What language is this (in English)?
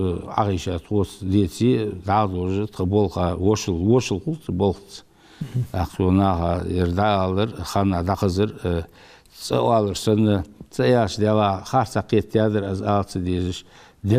Ingush